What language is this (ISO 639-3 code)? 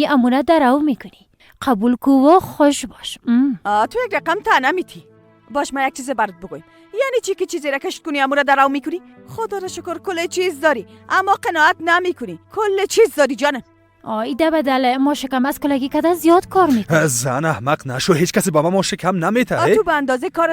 fas